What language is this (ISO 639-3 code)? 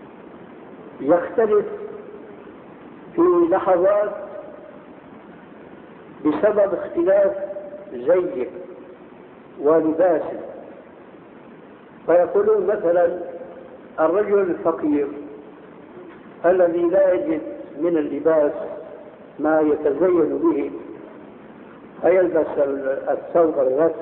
ara